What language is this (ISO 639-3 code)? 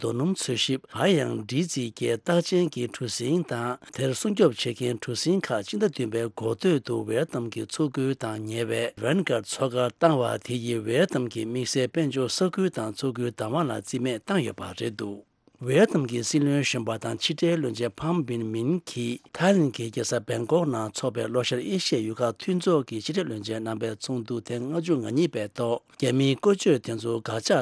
bod